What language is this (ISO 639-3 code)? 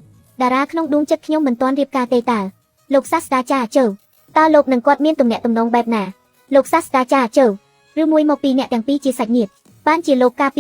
khm